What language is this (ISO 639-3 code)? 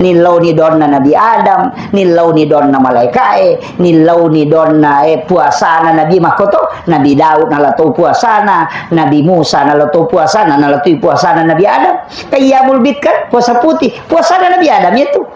bug